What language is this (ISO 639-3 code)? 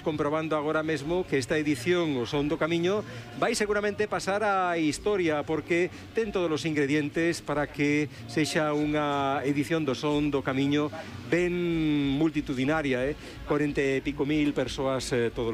glg